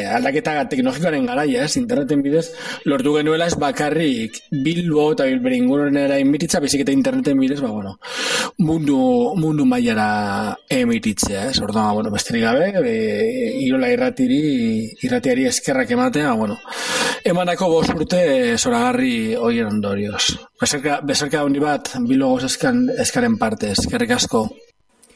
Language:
Basque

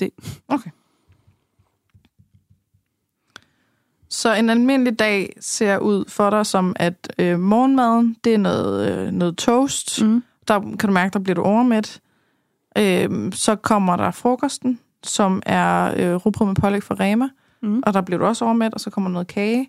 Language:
Danish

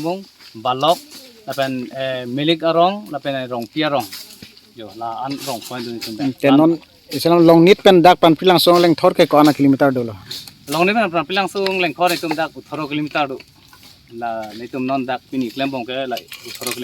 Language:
Karbi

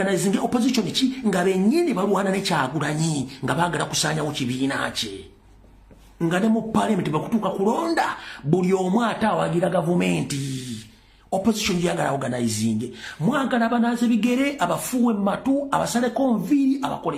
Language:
Ganda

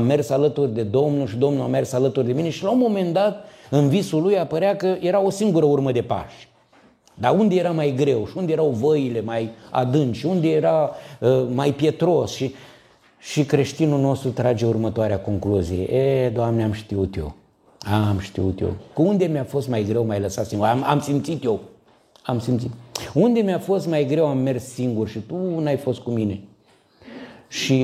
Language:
Romanian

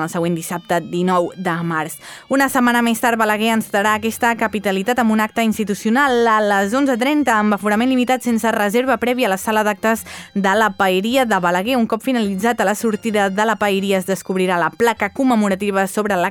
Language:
Catalan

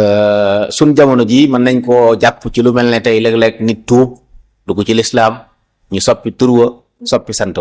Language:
Wolof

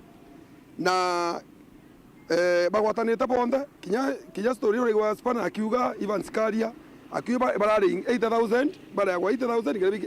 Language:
Meru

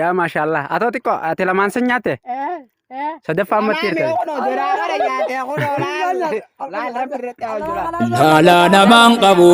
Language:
Oromo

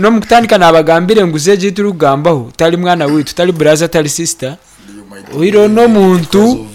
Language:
Nyankole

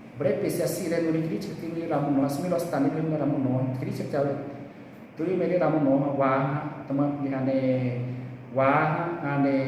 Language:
Xavánte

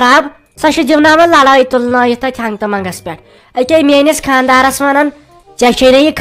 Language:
Kashmiri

